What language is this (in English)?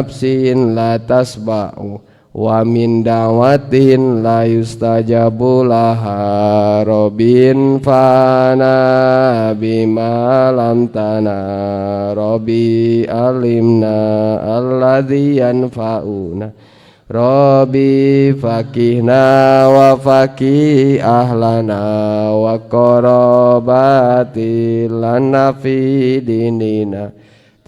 Sundanese